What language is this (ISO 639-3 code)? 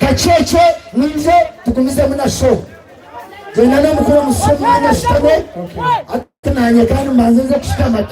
nyn